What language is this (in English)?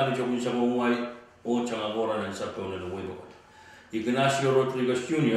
Pohnpeian